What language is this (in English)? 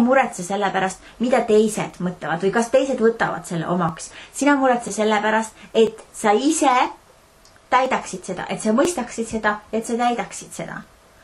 Estonian